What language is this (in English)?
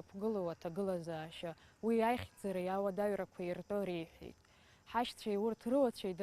Abkhazian